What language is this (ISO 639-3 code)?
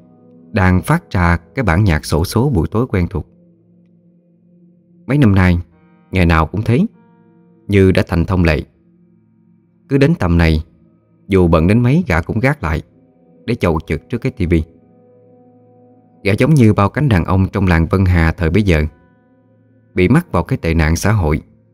vie